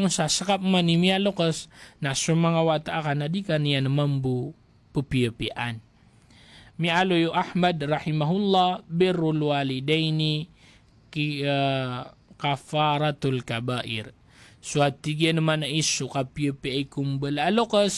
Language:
Maranao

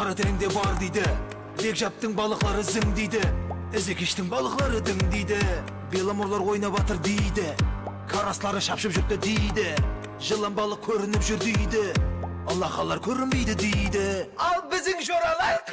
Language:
Kara-Kalpak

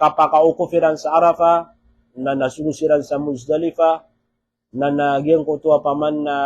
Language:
Maranao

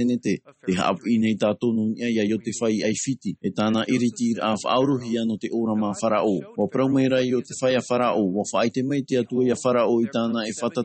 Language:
Tahitian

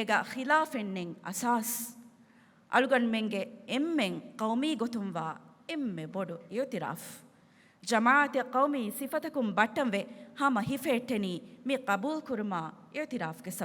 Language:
Divehi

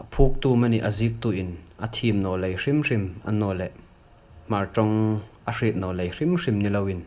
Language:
Hmar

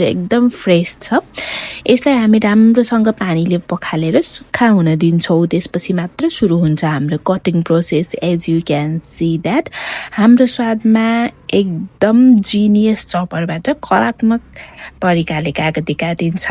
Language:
Nepali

